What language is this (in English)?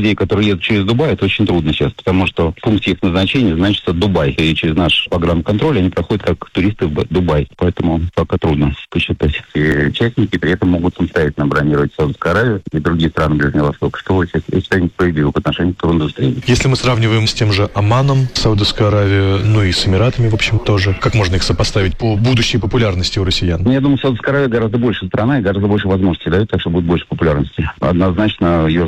Russian